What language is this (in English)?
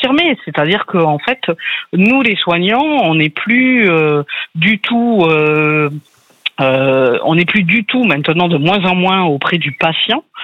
French